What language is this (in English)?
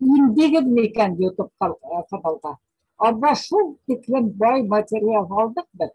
Bashkir